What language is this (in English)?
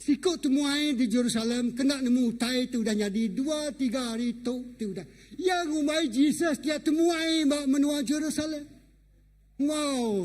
Iban